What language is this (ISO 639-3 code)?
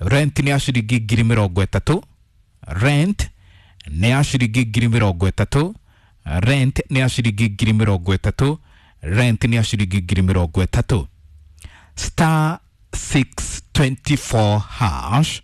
kik